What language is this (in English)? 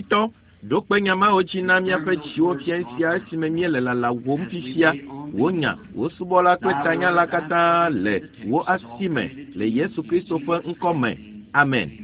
Ewe